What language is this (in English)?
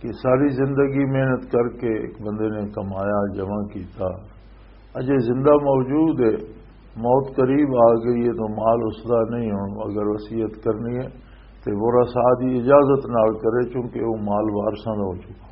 Western Panjabi